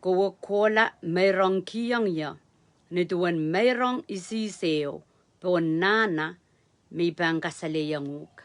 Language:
Pohnpeian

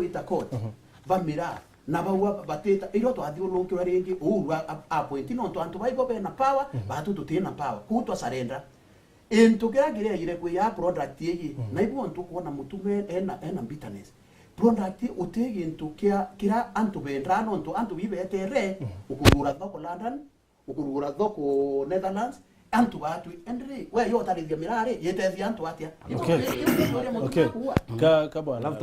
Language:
Meru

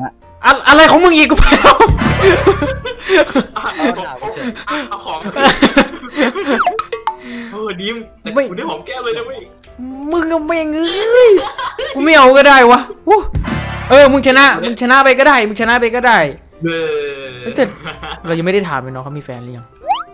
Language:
Thai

